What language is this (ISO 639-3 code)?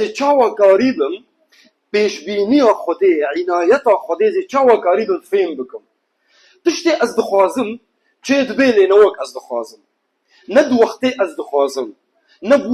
kur